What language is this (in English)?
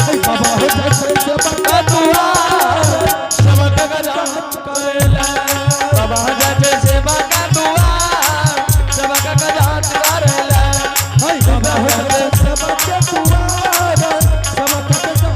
Angika